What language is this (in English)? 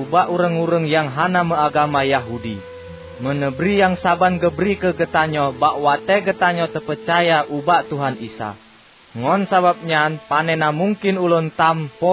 Achinese